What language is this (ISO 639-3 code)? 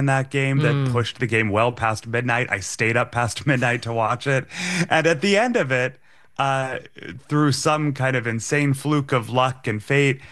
eng